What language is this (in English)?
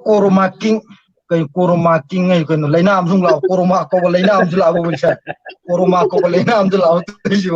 Manipuri